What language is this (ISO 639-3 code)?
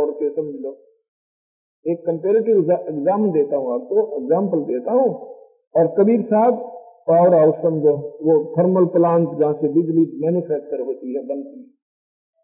hin